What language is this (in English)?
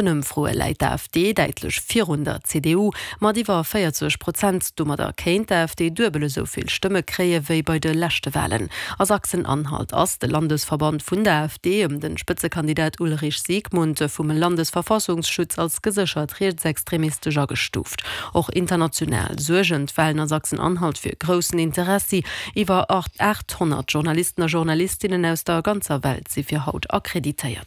Luxembourgish